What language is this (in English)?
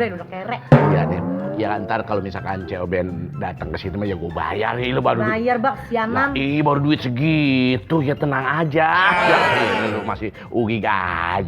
Betawi